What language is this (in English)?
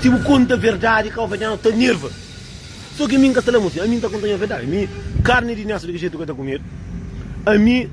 Kabuverdianu